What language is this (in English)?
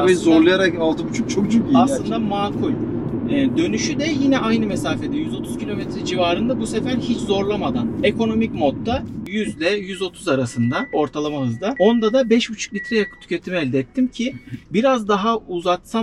Turkish